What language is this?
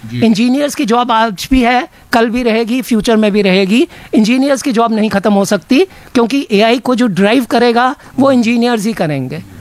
Hindi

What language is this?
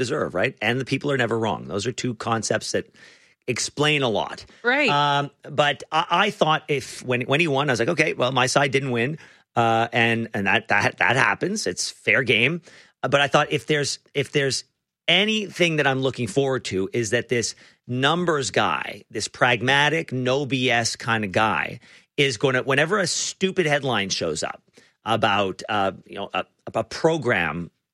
English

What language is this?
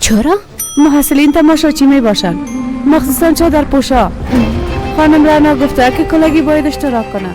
Persian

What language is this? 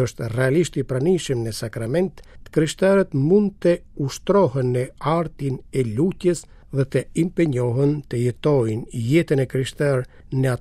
Albanian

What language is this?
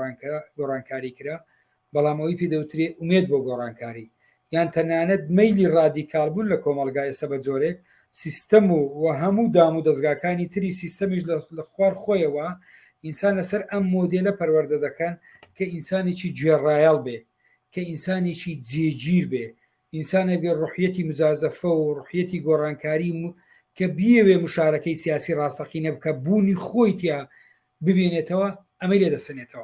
Central Kurdish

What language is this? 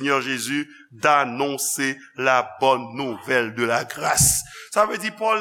Haitian Creole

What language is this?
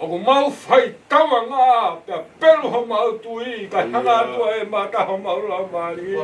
Tongan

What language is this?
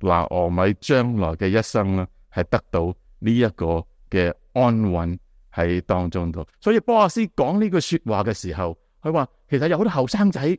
Cantonese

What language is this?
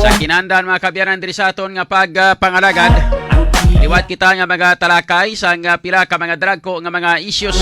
Hiligaynon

